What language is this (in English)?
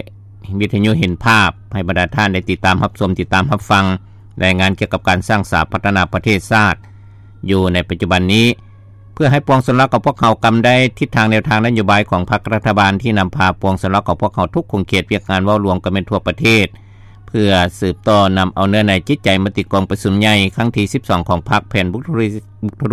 Lao